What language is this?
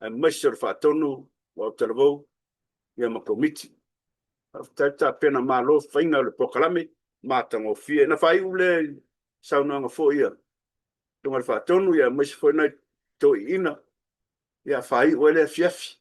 Samoan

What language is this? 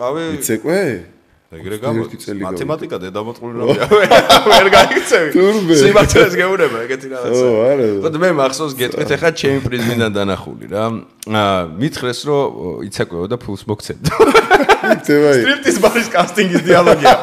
Georgian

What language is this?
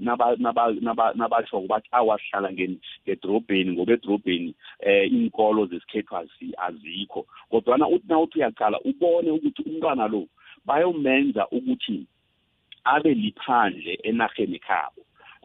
South Ndebele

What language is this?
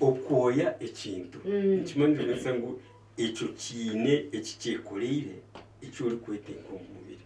Nyankole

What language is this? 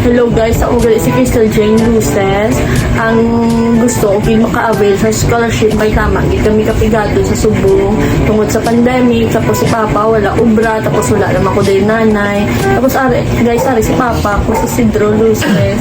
Hiligaynon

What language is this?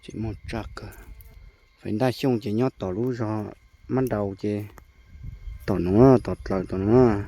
Hmong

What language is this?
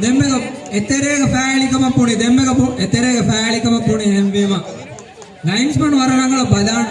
Divehi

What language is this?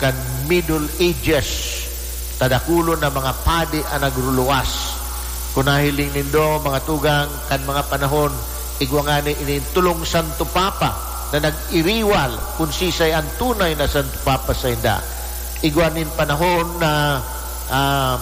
Bikol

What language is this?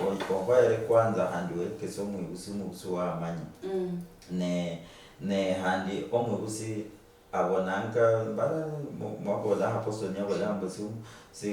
Luyia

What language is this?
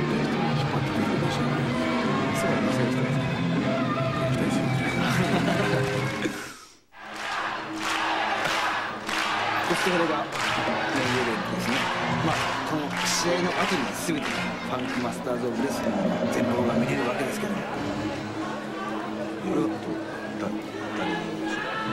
Japanese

